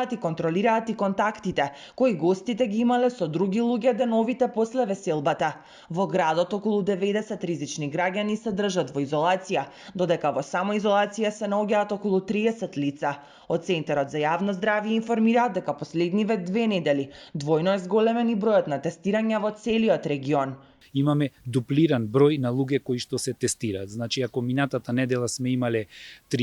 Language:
Macedonian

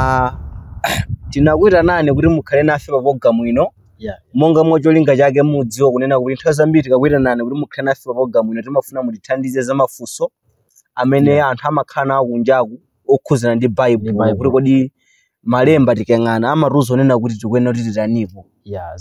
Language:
Nyanja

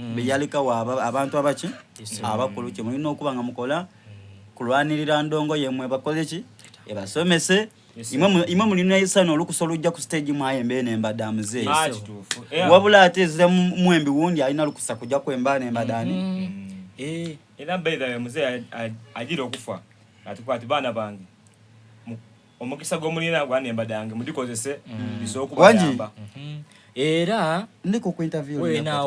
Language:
Soga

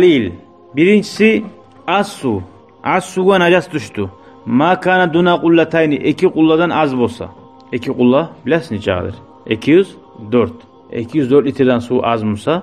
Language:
Kumyk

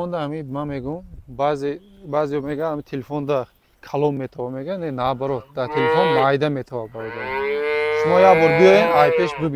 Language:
Tajik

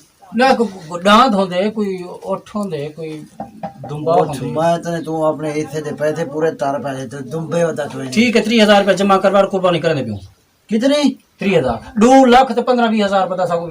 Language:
Saraiki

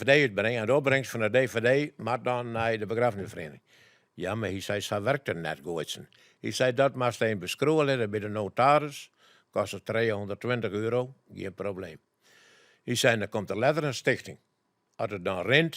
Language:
Western Frisian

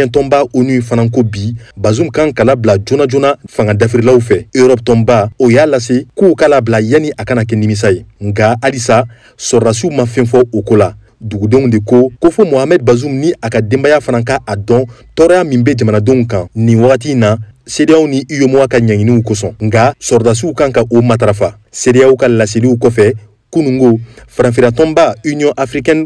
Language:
Bambara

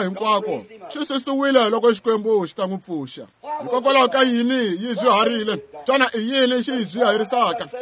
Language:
Tsonga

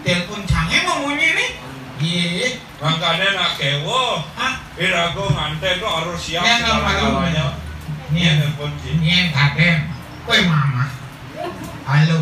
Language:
Balinese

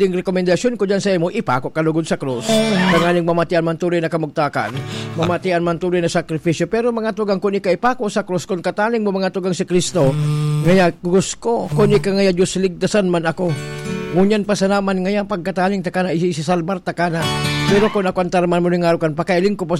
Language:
Bikol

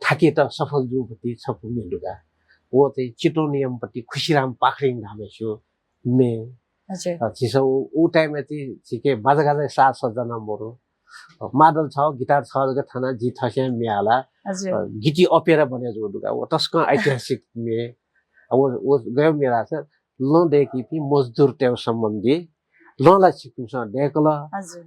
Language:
Newari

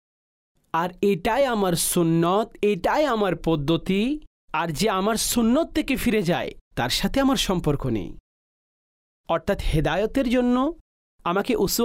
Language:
Bangla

